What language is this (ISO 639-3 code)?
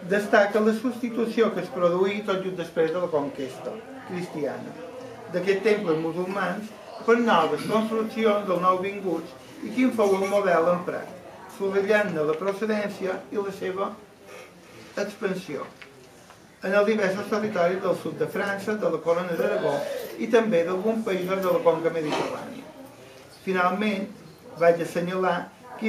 cat